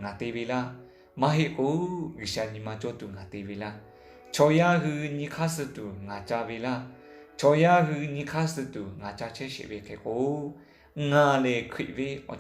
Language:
Lahu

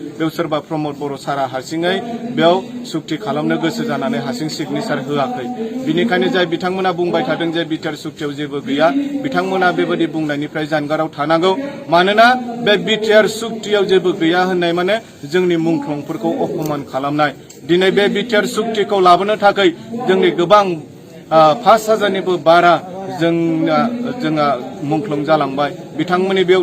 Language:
Bodo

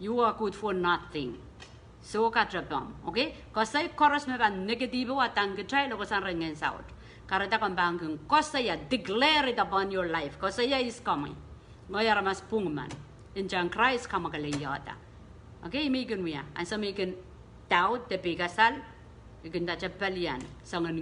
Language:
Pohnpeian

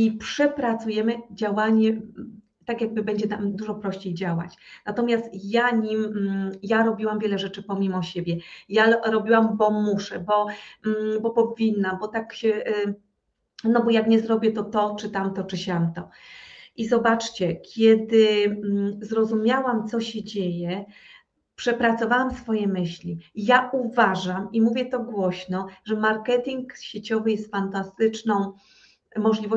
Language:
Polish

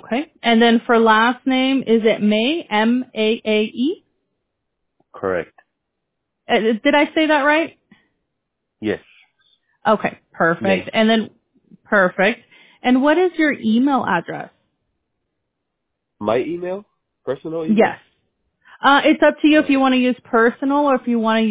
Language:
English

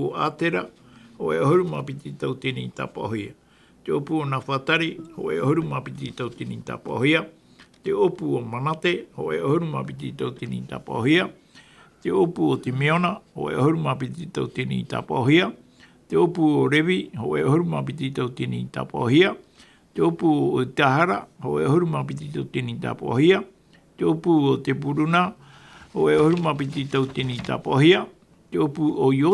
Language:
Tahitian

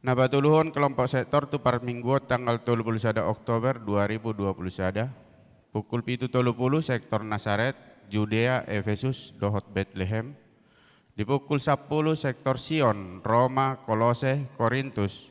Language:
Batak Toba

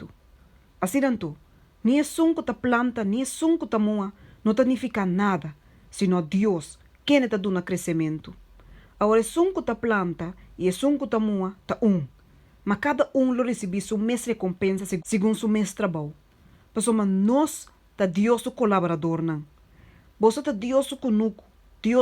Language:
Papiamento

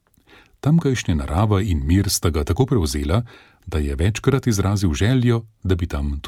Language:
Slovenian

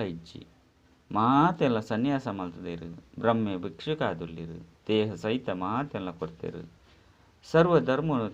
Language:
Tulu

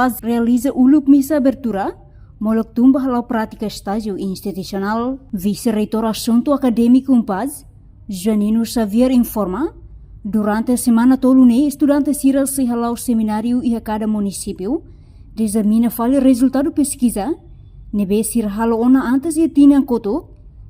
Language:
Tetum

